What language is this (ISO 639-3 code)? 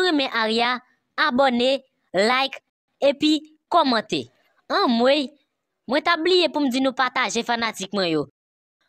hat